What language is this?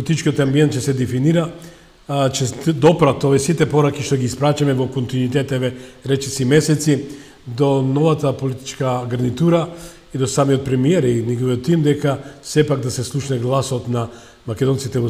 Macedonian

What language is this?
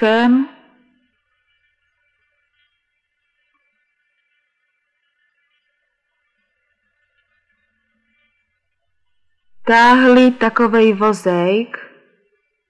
Czech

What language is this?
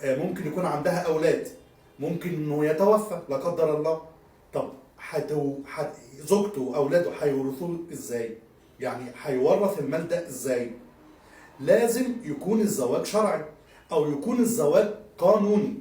Egyptian Arabic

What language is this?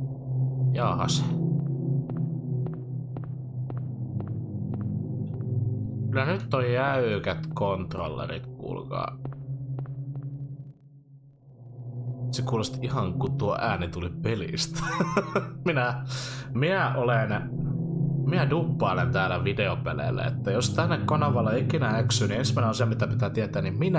Finnish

